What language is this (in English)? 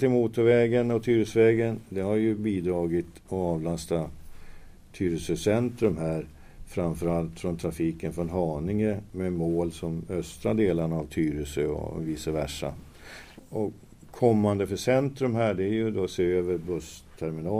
Swedish